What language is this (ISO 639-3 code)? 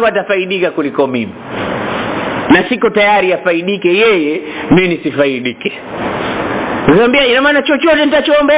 swa